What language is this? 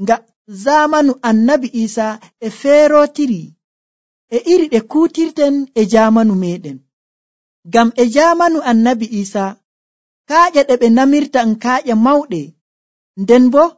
Nigerian Fulfulde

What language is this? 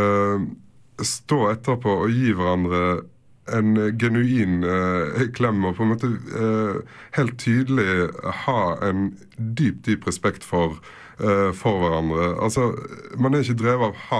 Norwegian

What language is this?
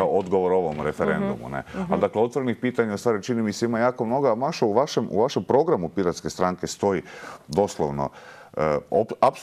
Croatian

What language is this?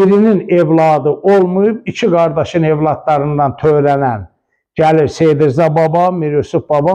Azerbaijani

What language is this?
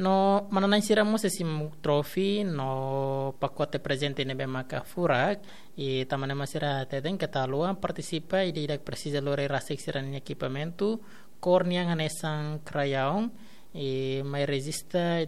Tetum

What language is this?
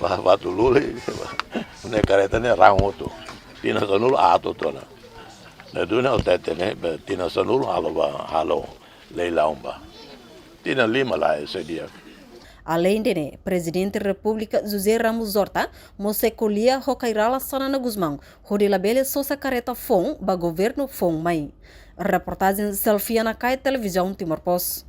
Tetum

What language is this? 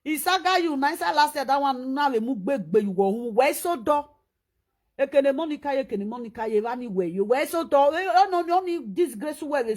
Nigerian Pidgin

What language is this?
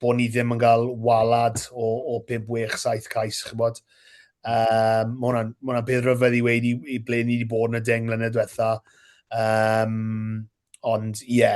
Welsh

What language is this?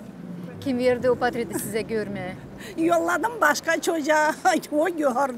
Gagauz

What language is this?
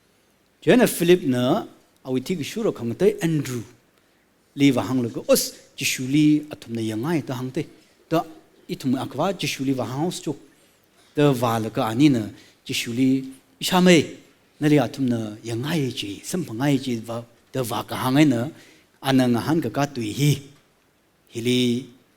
Tangkhul Naga (India)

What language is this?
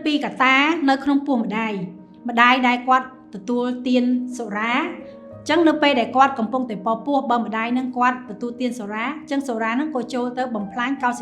Khmer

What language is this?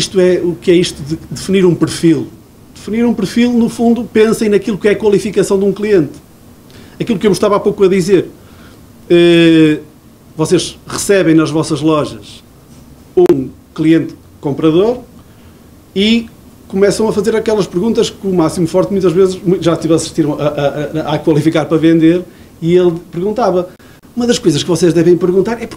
Portuguese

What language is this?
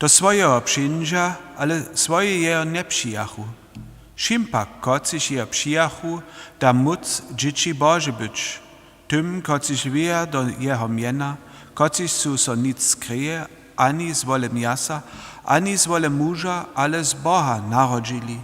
Upper Sorbian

